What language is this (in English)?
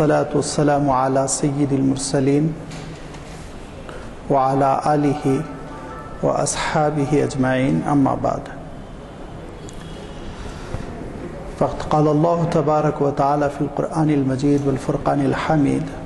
Urdu